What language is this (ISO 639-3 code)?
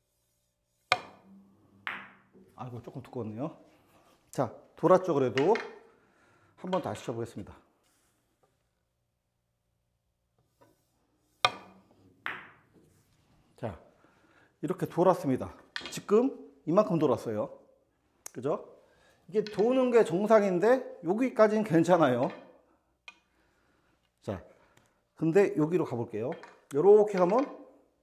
kor